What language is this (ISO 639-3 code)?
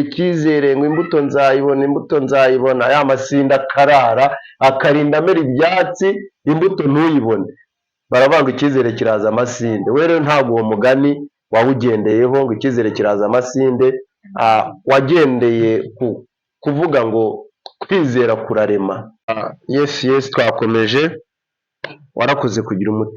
kin